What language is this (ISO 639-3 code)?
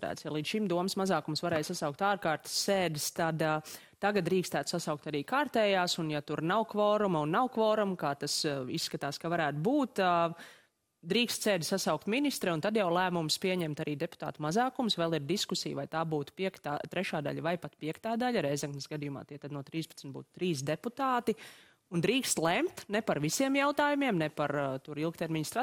lav